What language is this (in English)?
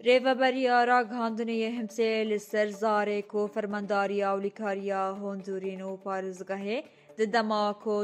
Kurdish